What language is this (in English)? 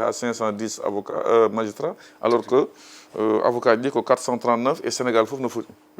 Fula